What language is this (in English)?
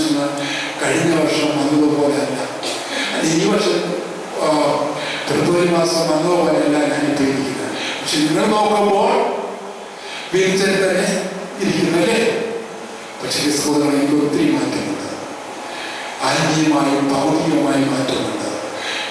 Malayalam